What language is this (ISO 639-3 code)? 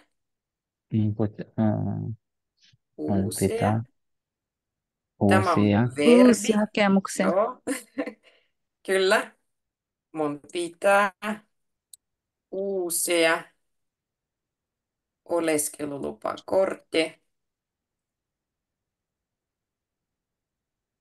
fin